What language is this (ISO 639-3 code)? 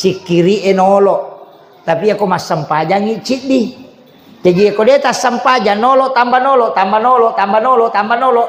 bug